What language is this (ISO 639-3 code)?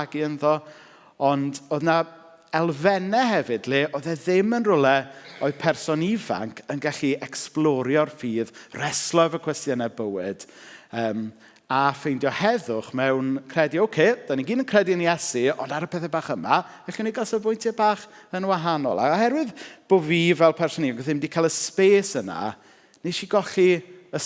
cym